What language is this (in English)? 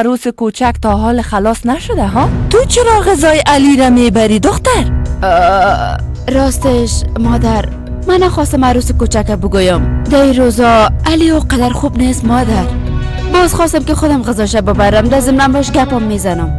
Persian